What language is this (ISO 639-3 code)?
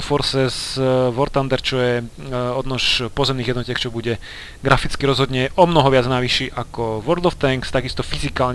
slk